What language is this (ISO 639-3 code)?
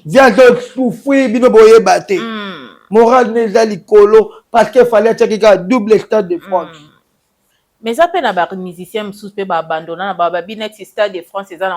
lin